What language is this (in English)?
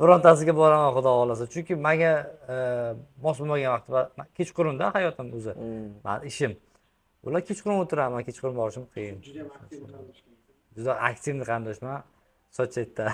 Uzbek